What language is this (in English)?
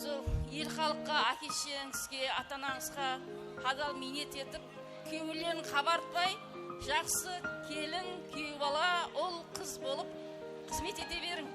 Kara-Kalpak